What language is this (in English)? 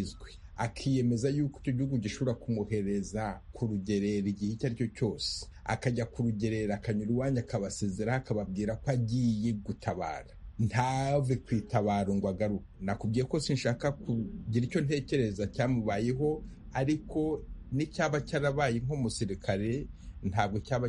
Kinyarwanda